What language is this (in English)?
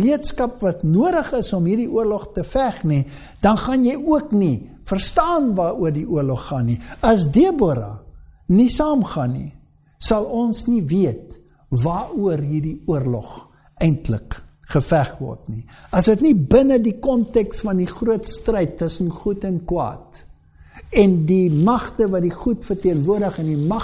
Afrikaans